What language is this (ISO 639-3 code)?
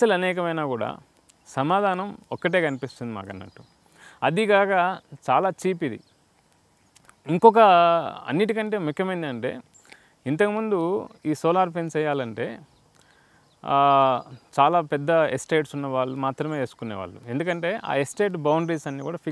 tel